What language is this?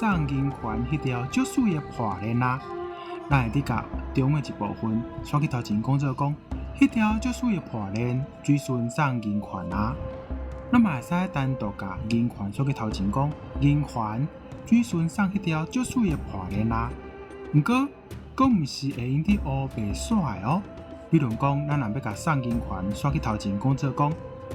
Min Nan Chinese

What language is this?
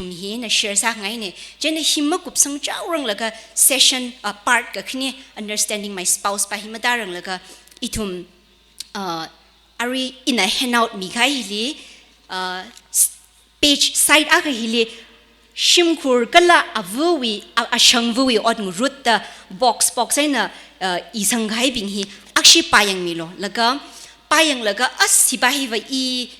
Tangkhul Naga (India)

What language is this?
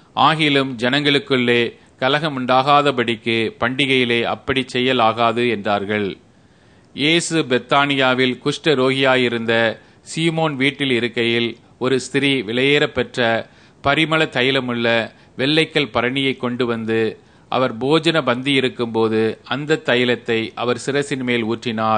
Tamil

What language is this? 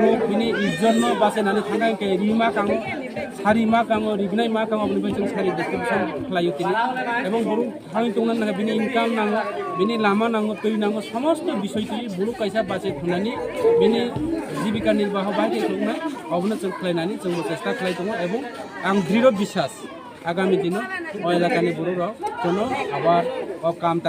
Kok Borok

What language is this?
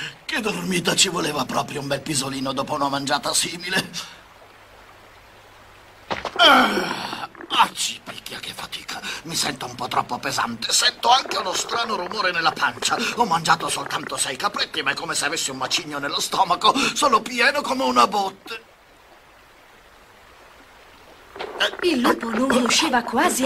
Italian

